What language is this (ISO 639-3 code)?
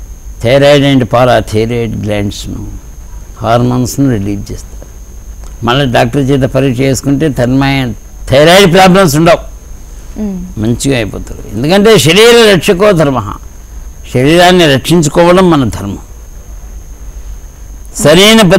tel